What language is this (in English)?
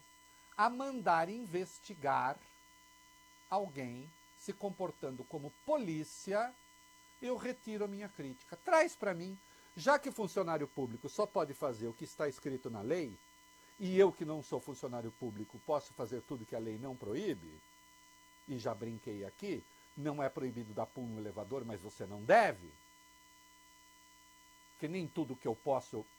Portuguese